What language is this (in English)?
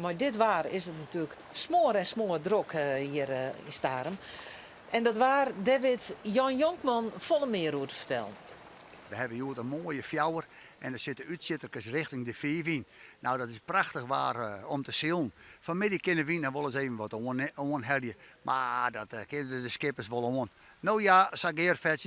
Western Frisian